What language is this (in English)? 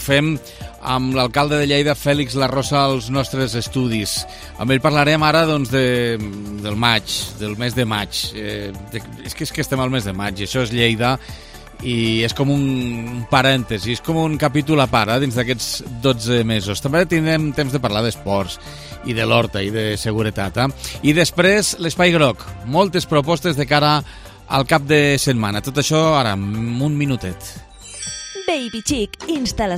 Catalan